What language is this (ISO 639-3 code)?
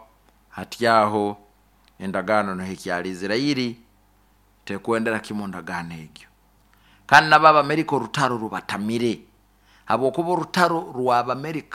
nyo